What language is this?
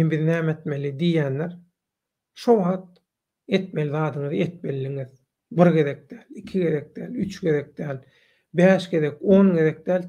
Turkmen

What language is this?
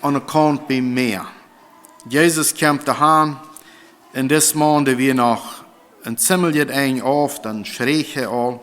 Plautdietsch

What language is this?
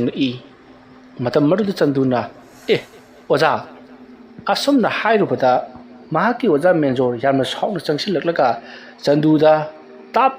Manipuri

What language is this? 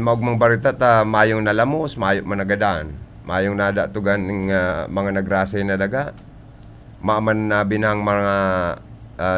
Bikol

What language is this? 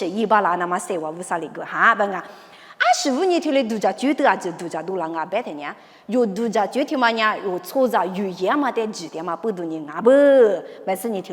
Lisu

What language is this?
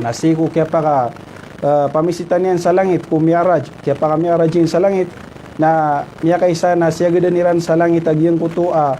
Maranao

